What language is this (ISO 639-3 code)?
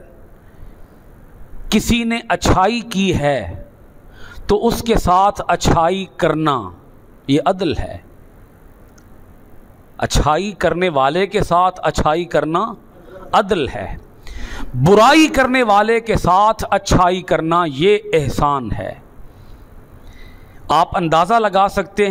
urd